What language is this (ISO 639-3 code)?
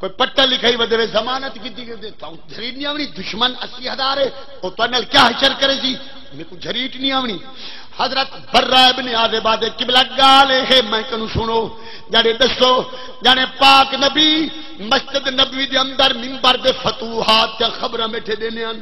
skr